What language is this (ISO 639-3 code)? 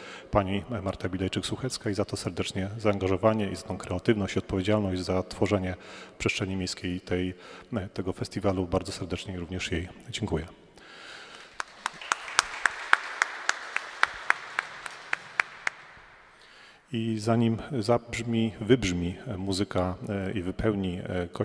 pol